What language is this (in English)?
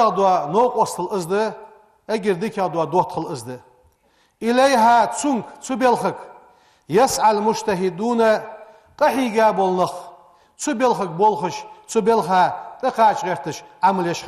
Ingush